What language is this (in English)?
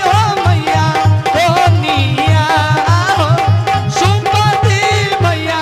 Angika